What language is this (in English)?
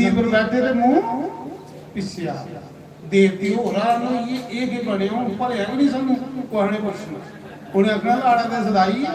Dogri